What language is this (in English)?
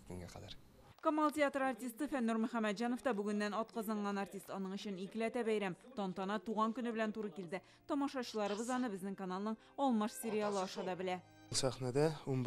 Tatar